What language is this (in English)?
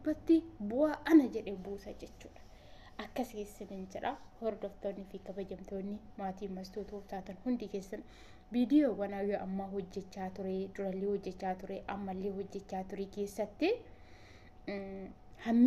Oromo